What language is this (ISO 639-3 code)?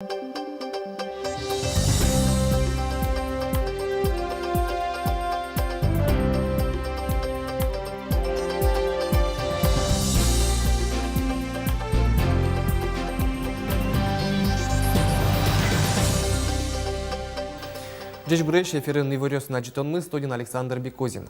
udm